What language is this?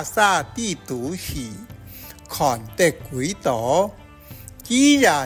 Hakka Chinese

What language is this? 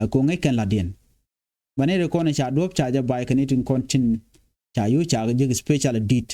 Nuer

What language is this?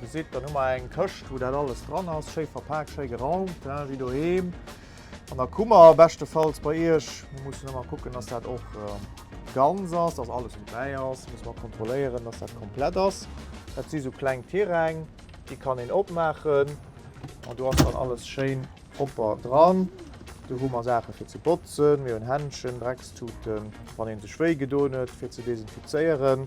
Luxembourgish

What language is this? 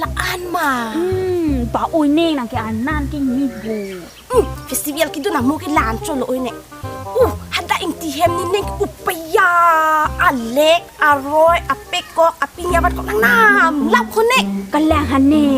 Karbi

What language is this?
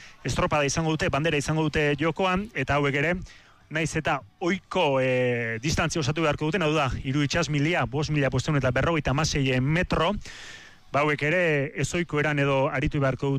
Basque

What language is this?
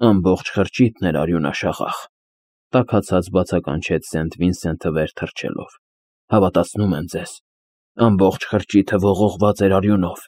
Armenian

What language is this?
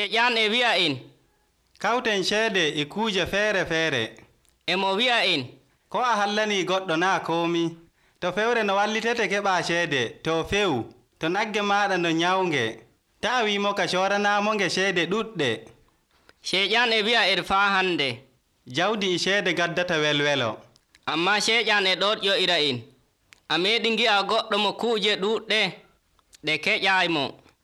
Nigerian Fulfulde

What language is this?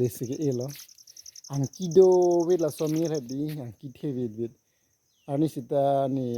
Karbi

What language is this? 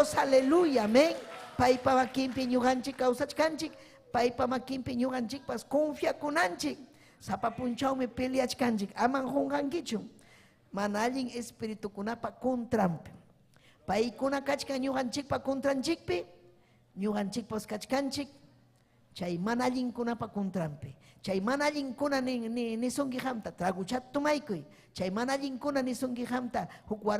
Ayacucho Quechua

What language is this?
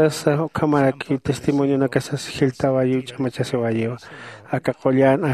Aymara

